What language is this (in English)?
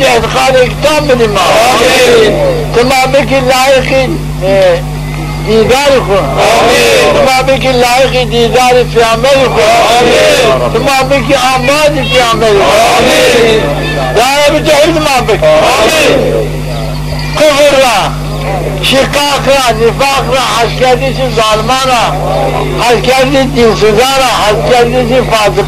Zaza